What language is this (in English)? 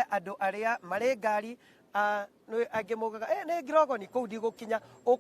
Kikuyu